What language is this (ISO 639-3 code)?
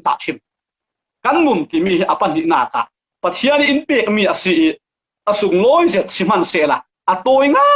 cfm